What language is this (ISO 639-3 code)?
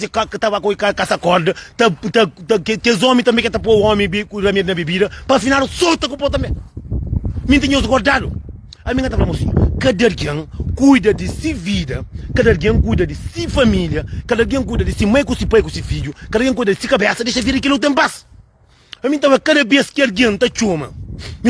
kea